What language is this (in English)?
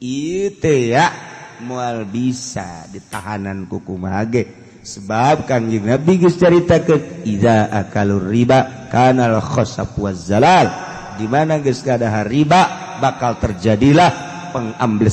Sundanese